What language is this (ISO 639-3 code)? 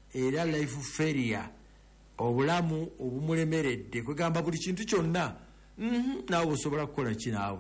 lug